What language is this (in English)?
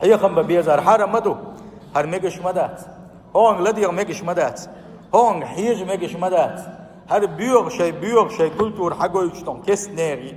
Chechen